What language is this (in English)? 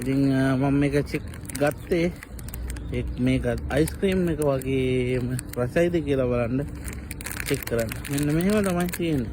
Sinhala